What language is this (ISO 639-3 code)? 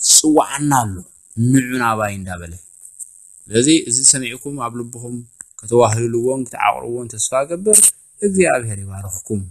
tir